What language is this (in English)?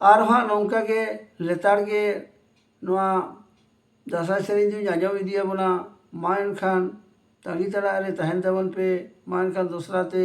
Santali